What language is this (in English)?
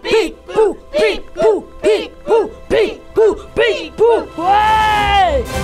Morisyen